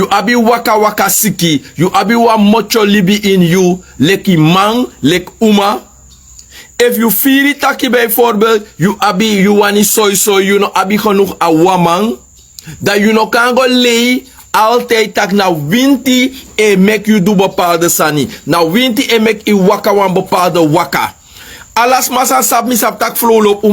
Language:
Sranan Tongo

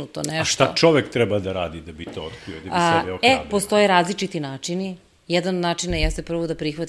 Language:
Serbian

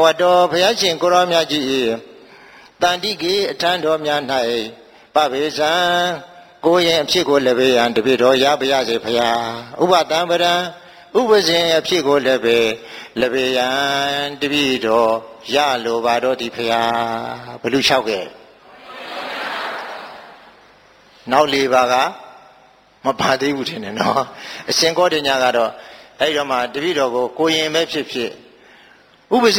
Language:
Burmese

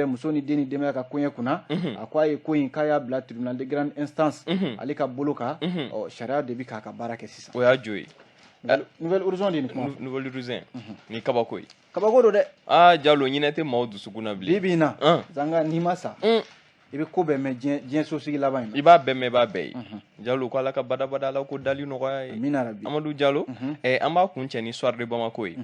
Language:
Bambara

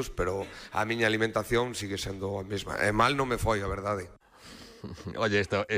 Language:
Galician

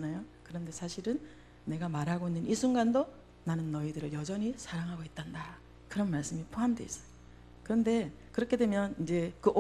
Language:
Korean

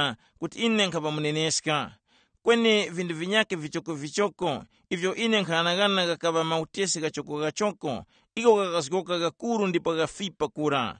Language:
Tumbuka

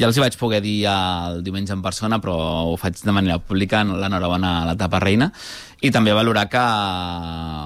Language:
Catalan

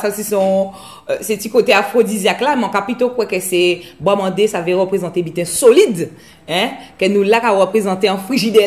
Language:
Guadeloupean Creole French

